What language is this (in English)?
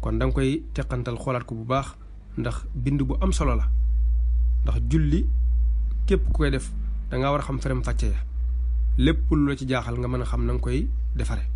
Wolof